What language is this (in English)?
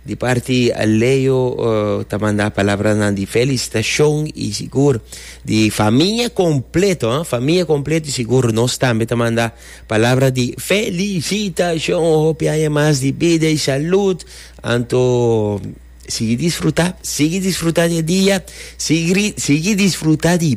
Papiamento